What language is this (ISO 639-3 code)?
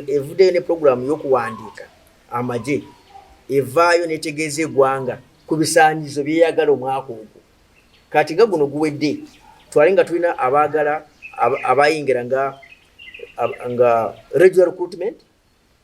lug